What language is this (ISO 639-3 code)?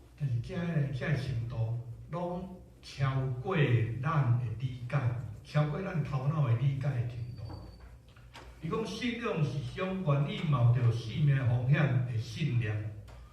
nan